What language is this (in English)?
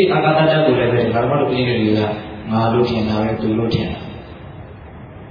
Burmese